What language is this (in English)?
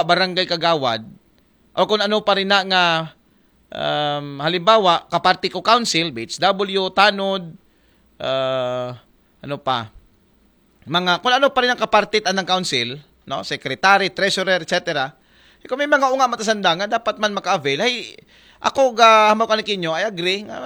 Aklanon